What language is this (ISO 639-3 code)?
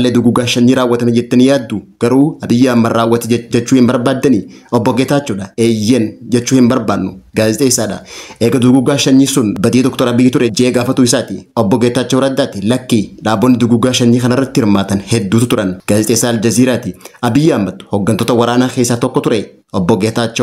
orm